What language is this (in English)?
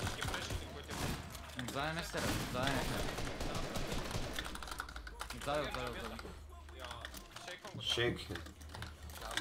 Bulgarian